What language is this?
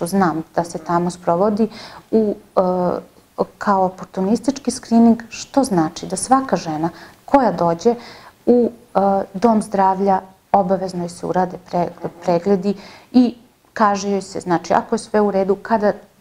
Serbian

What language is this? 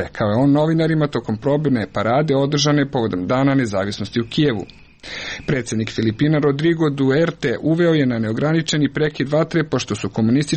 Serbian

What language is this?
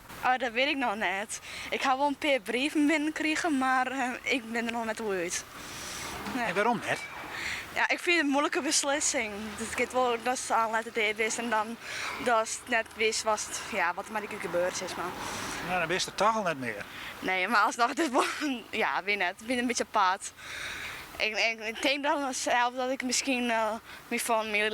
Western Frisian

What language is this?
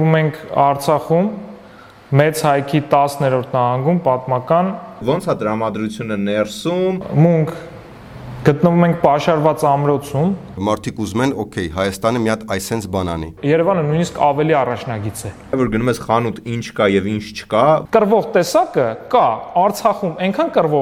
Armenian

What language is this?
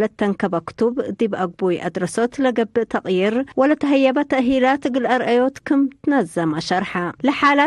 Tigre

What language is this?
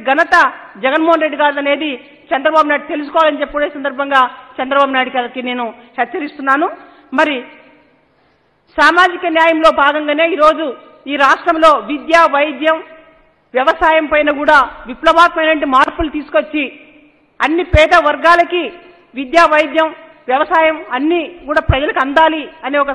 Telugu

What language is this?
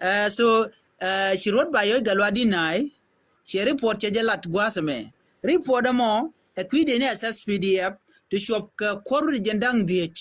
Nuer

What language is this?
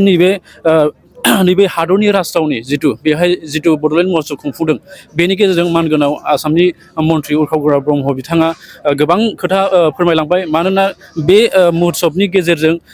Bodo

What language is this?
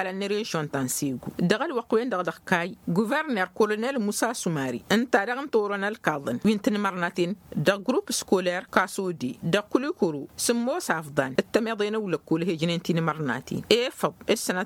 Tamasheq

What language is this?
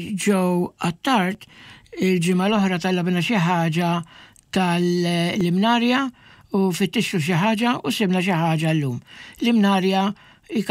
Maltese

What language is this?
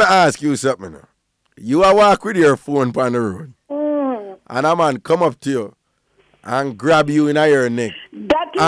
Jamaican Creole English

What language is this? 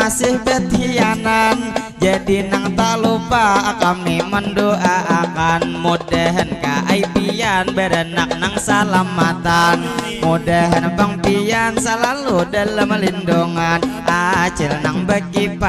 Banjar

